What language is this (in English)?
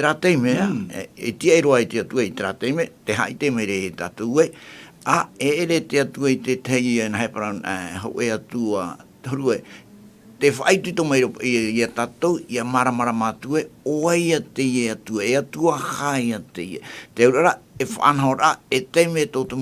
Tahitian